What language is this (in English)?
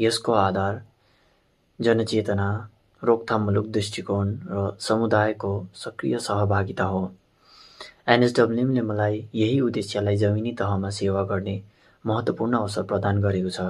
Nepali